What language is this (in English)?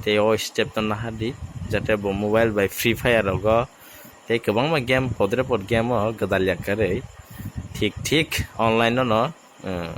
Kok Borok